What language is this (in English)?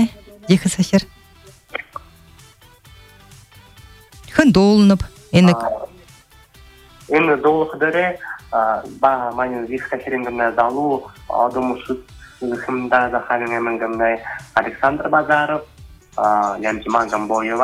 Buriat